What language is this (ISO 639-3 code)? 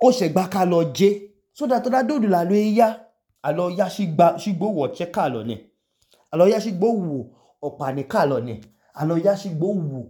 idu